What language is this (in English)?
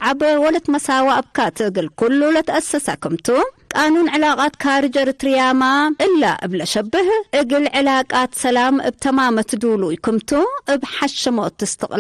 Tigre